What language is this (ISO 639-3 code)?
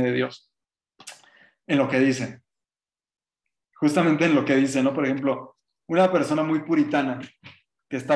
spa